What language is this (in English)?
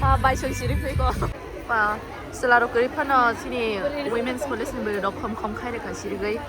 Kok Borok